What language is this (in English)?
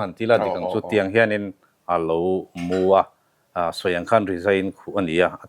Mizo